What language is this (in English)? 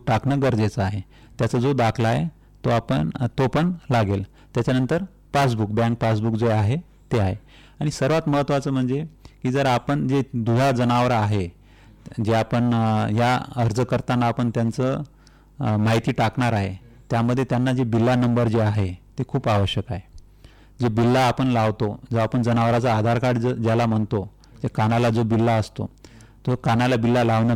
Marathi